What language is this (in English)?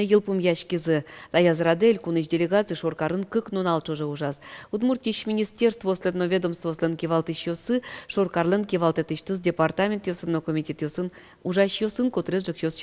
Udmurt